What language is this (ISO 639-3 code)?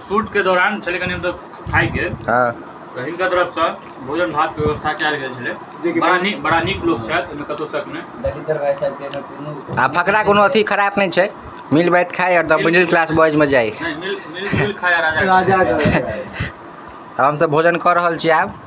mai